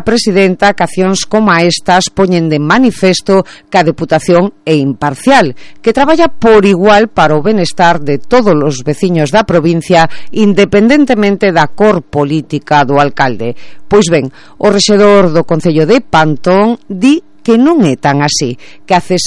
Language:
Galician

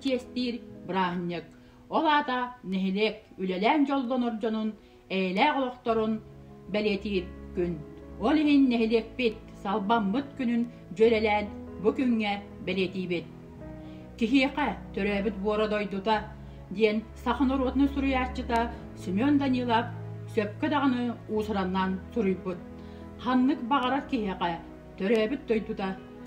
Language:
Yakut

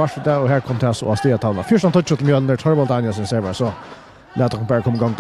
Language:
Faroese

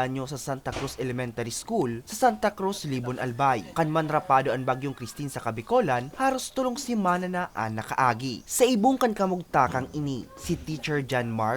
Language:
Bikol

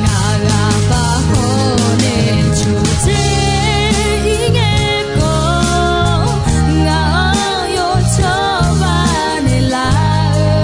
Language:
Akha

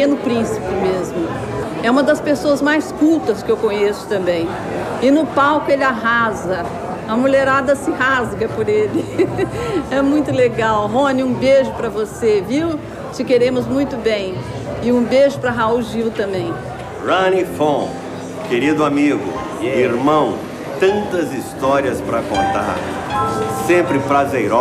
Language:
Portuguese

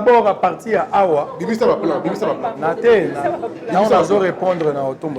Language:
Lingala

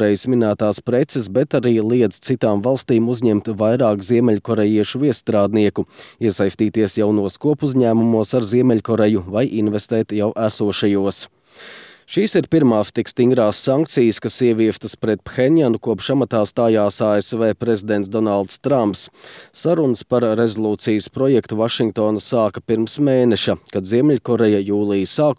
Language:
Latvian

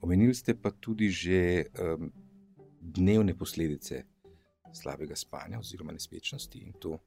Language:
Slovenian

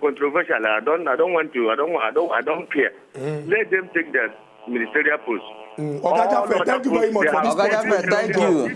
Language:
Nigerian Pidgin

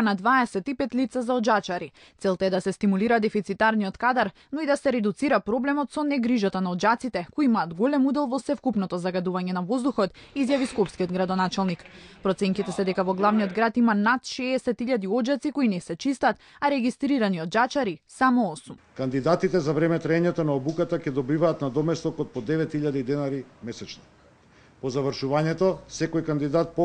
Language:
Macedonian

